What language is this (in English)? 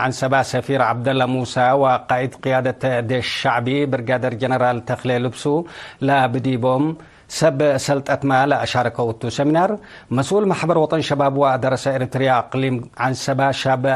Tigre